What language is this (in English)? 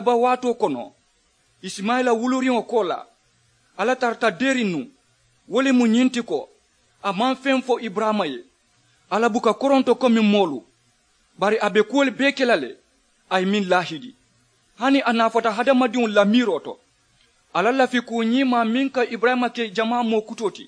Mandingo